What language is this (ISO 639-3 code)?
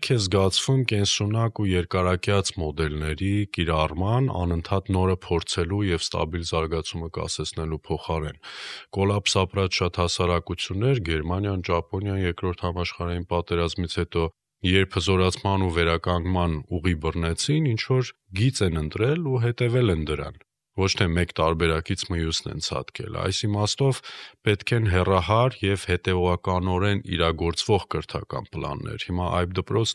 hye